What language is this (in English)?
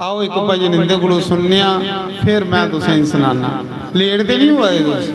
Dogri